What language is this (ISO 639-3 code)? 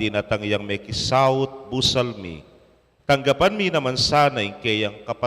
pam